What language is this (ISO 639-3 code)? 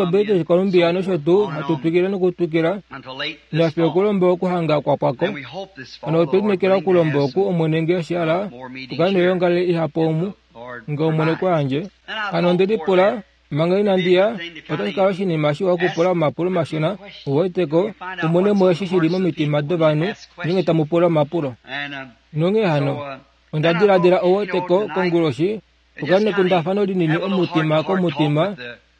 kua